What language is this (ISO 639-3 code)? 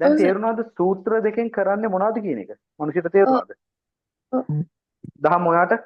sin